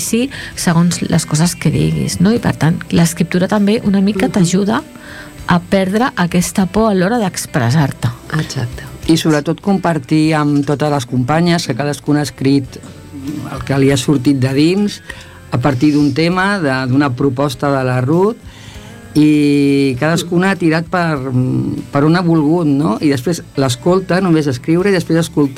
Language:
Catalan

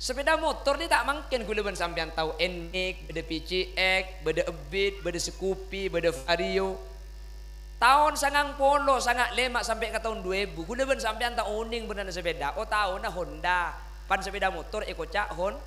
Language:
Madurese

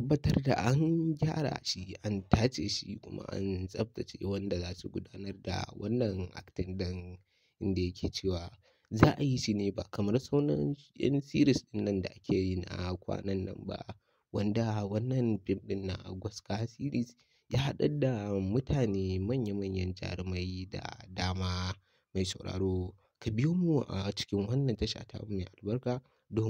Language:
Hausa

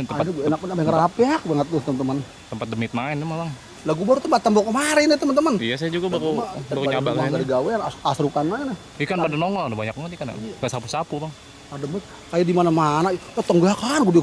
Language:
Betawi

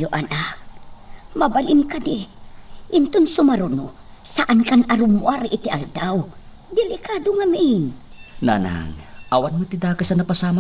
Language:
Iloko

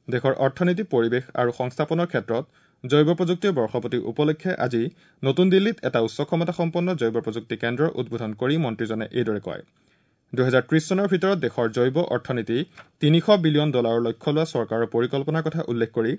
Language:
Assamese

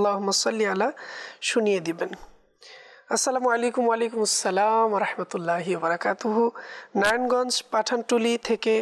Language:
Bangla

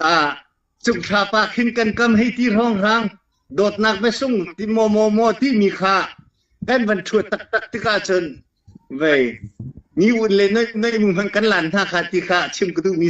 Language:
Hakha Chin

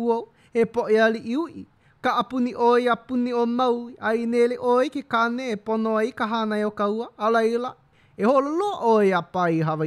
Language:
Hawaiian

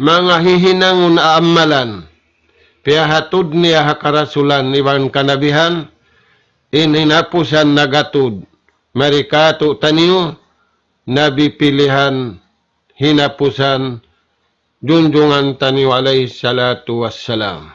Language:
Tausug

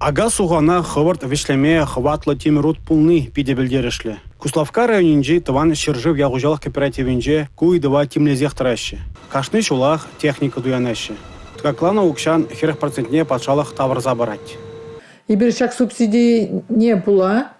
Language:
Chuvash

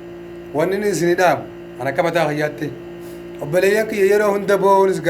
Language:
Oromo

